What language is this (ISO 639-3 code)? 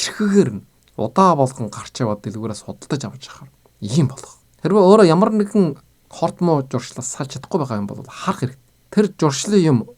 mon